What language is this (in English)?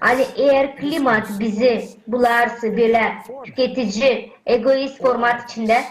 Gagauz